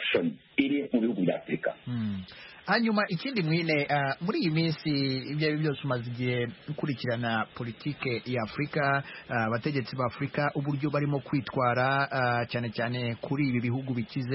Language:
Kinyarwanda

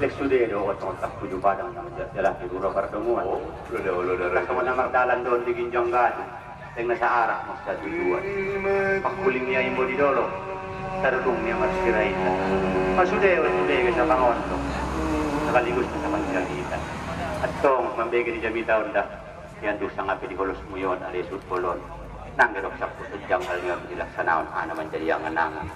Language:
Batak Angkola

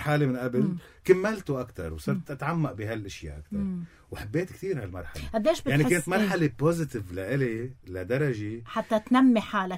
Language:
North Levantine Arabic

